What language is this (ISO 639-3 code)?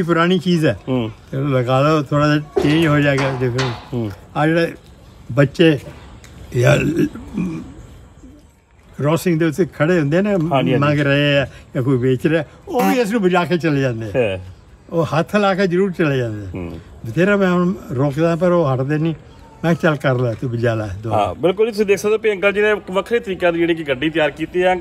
pan